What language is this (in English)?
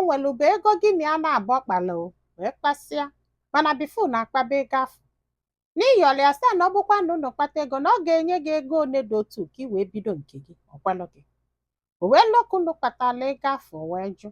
Igbo